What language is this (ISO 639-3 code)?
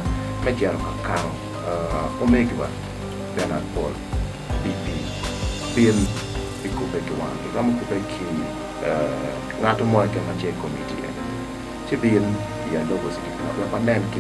ach